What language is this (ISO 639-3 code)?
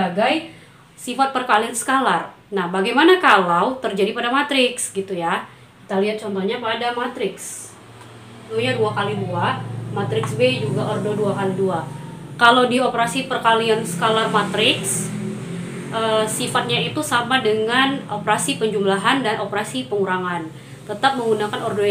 ind